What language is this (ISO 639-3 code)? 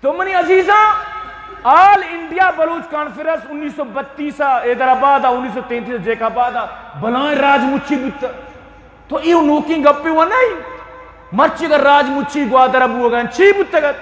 bgp